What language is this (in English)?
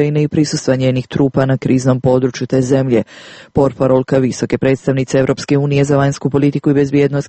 Serbian